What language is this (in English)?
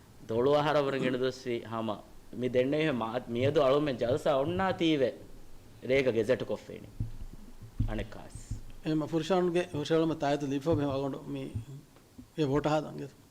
Divehi